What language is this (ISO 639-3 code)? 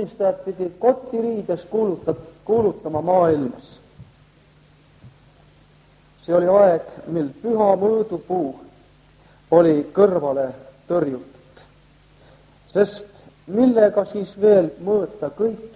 est